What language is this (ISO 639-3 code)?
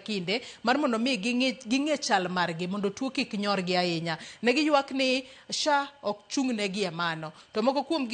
luo